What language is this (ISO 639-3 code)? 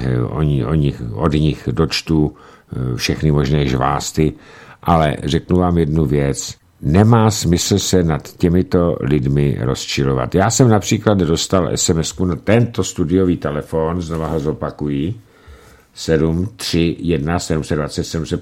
ces